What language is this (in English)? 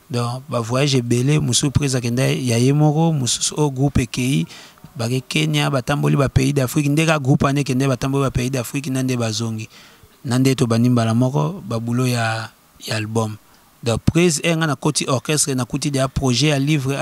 Lingala